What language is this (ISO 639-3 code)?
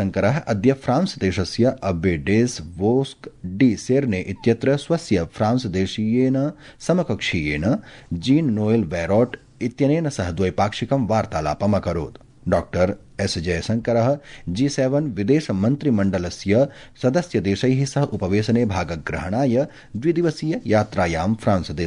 san